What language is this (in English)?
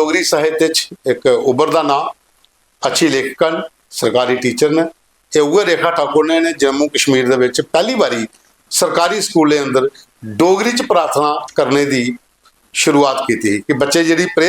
Dogri